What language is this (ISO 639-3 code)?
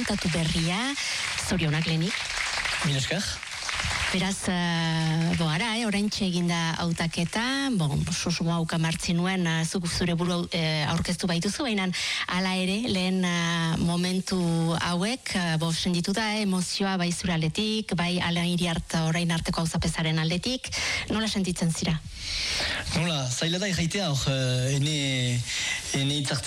eus